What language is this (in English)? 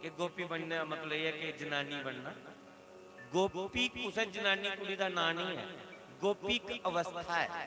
Dogri